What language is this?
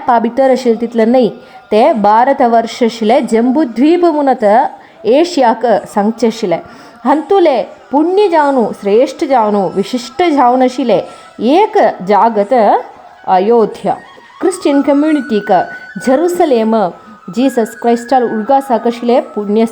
Konkani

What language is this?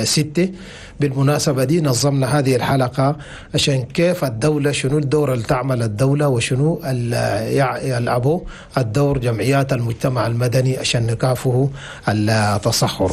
Chadian Arabic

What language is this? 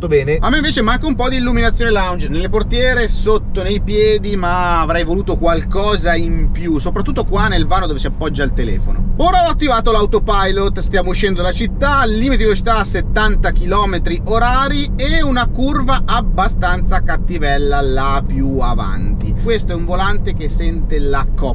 Italian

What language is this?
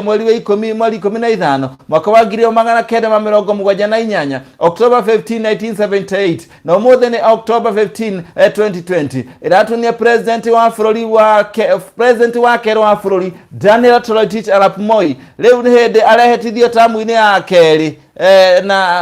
Kikuyu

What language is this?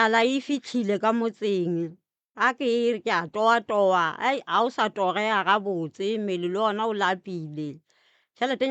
Northern Sotho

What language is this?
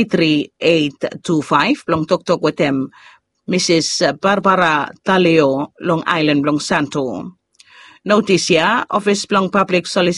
Bislama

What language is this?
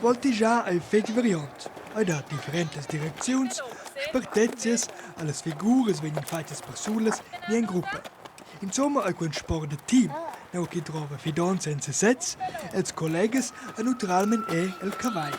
Romansh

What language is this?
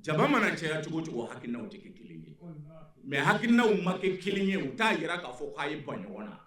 Bambara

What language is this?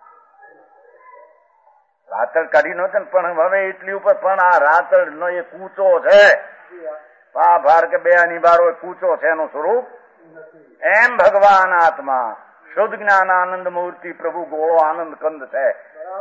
Gujarati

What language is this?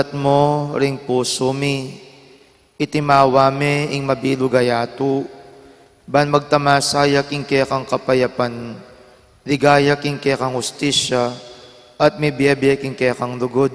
Pampanga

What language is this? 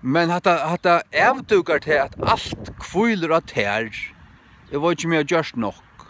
Faroese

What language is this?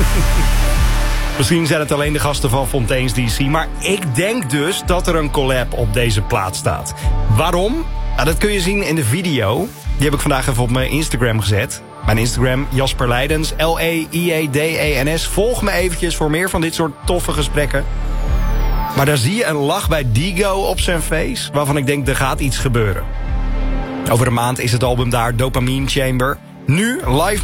Dutch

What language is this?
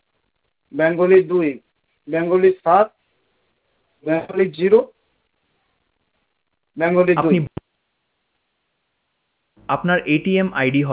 Bangla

